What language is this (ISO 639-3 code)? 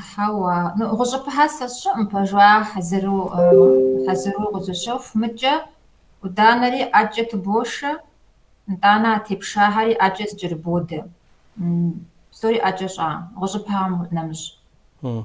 kbd